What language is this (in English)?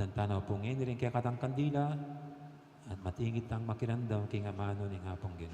Pampanga